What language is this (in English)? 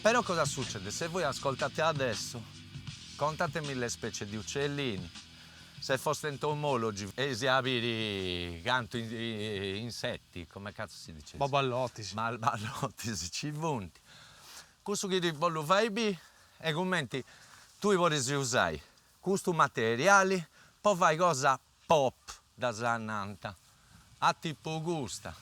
Sardinian